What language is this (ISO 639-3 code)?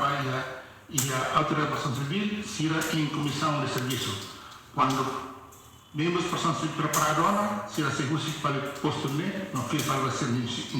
tet